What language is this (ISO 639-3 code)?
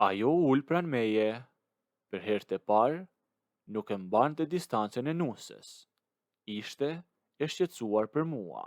sqi